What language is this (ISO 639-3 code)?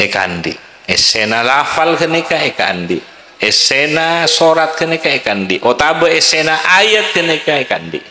mad